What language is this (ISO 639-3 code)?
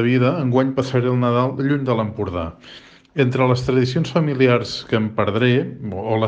cat